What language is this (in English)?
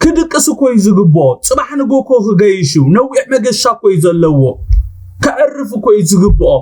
Tigrinya